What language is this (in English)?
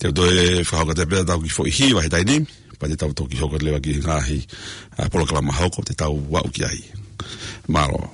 Tongan